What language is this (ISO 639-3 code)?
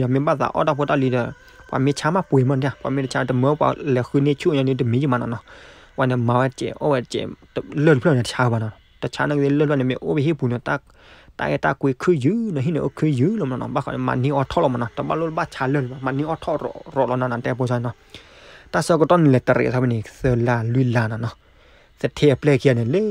ksw